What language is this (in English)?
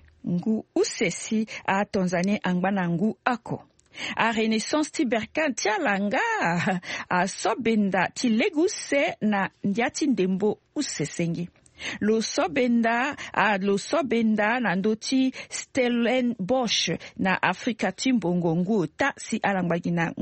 Sango